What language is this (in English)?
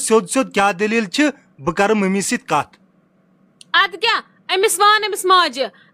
Kashmiri